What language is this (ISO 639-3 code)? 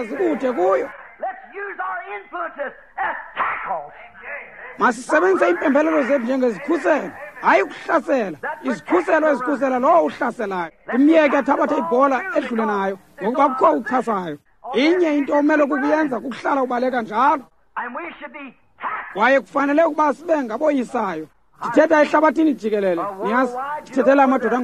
xho